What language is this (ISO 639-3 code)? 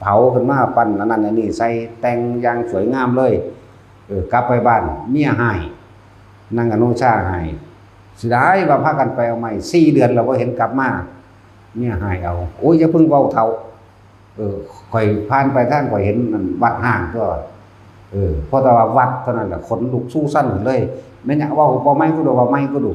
tts